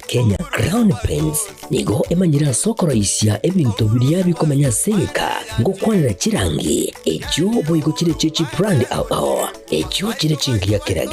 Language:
Gusii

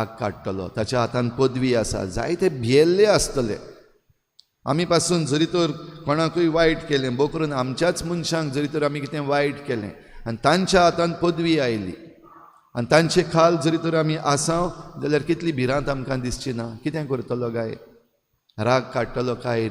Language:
Konkani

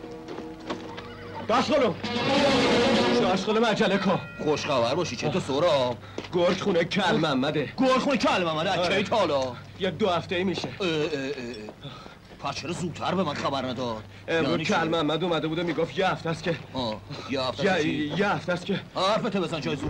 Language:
Persian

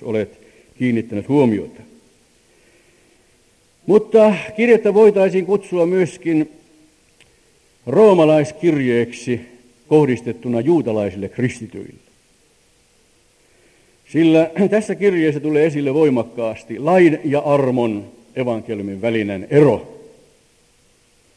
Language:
Finnish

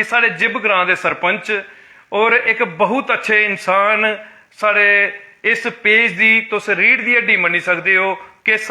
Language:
Dogri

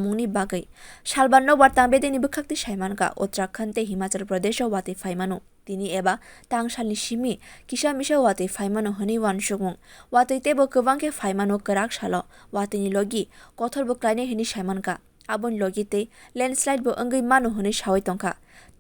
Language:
Kok Borok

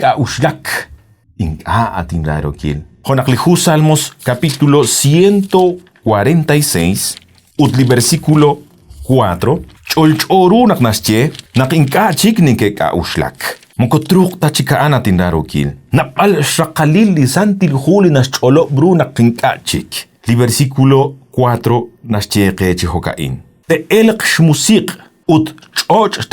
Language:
Kekchí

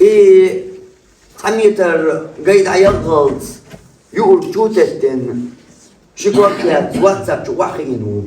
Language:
Chechen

